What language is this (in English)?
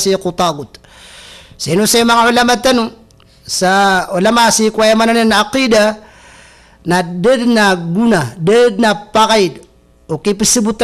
Maranao